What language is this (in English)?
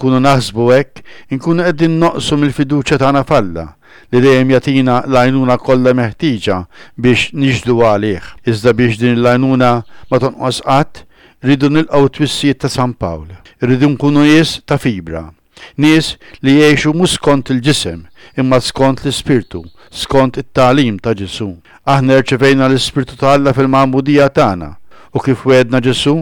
Maltese